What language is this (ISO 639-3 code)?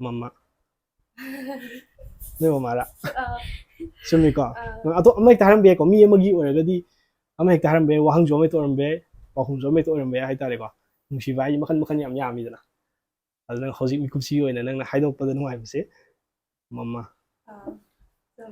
mni